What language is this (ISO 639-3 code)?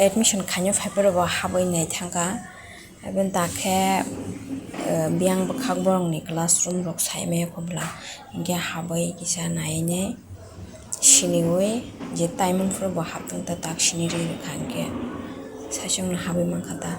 trp